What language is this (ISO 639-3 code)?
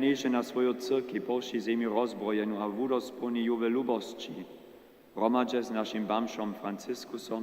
hsb